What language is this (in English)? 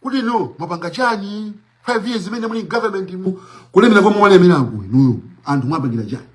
Nyanja